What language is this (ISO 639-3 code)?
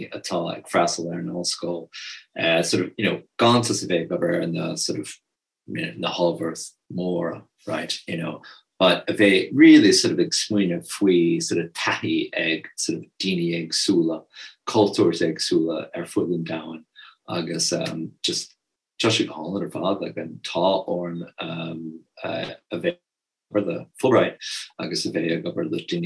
gle